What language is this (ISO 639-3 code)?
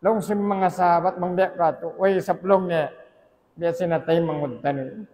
tsg